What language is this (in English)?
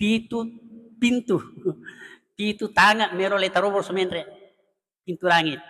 Buginese